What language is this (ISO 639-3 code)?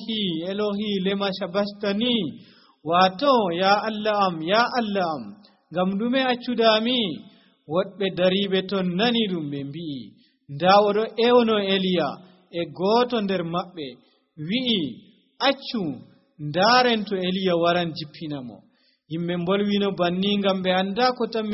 fuv